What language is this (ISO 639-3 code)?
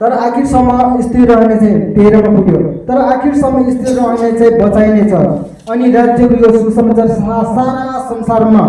nep